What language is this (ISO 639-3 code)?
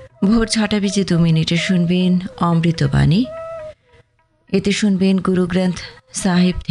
ben